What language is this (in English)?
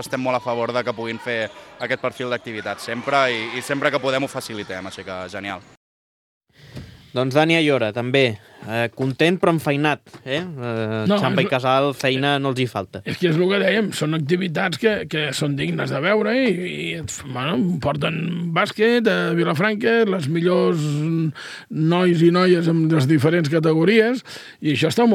Catalan